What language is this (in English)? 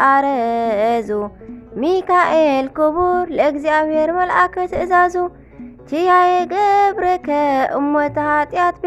Tigrinya